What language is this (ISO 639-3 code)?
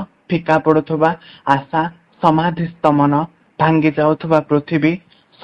ori